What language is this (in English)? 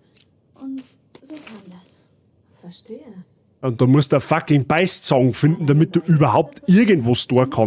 Bavarian